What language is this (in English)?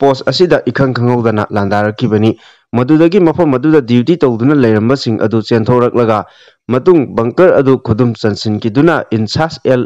Manipuri